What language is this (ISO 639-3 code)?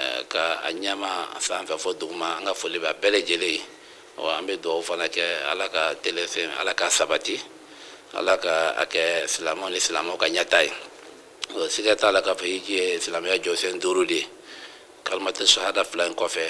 bam